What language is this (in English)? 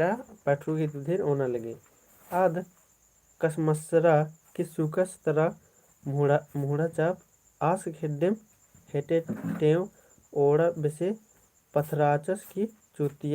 Kurukh